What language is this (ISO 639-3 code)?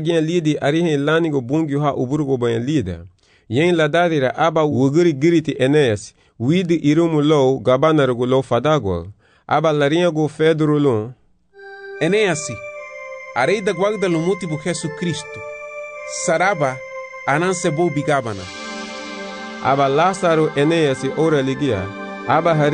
cab